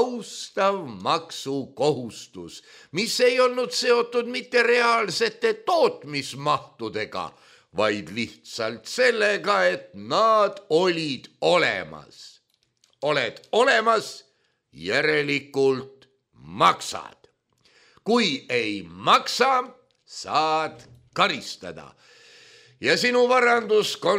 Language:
Estonian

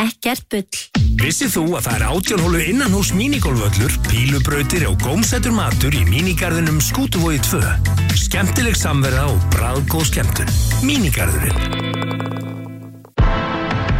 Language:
Icelandic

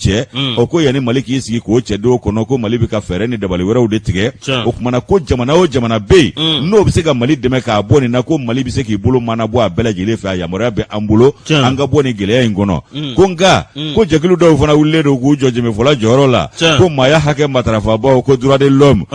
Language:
Bambara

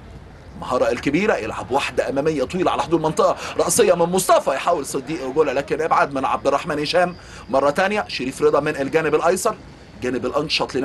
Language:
Egyptian Arabic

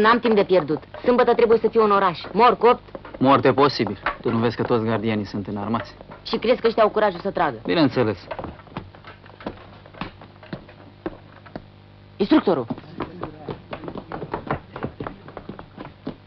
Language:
Romanian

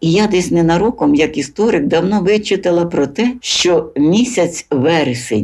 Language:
Ukrainian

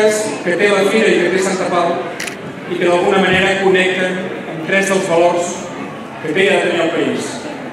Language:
Catalan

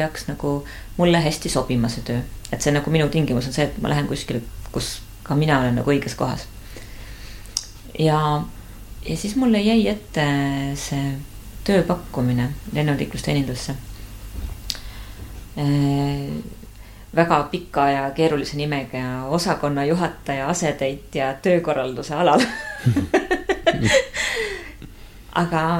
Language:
Estonian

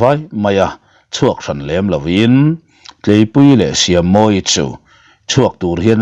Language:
Mizo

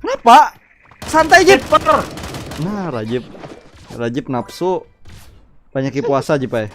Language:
Banjar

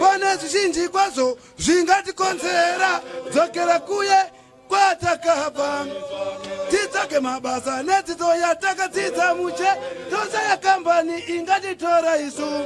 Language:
Shona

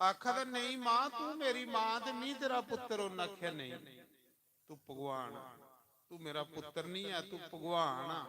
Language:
Dogri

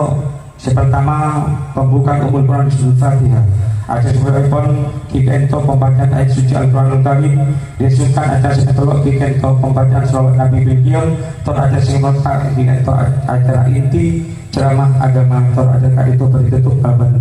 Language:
Madurese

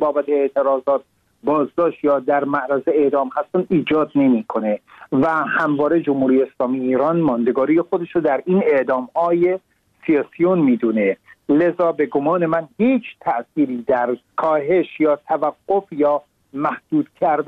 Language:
Persian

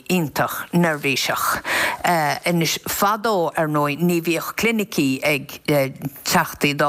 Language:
Irish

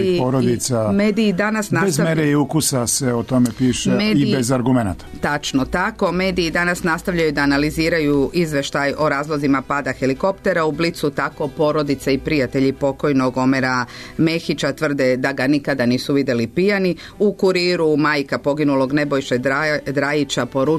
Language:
Serbian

